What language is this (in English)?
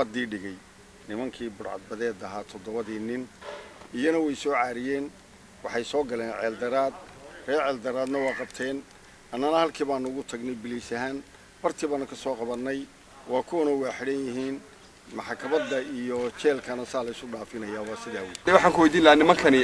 Somali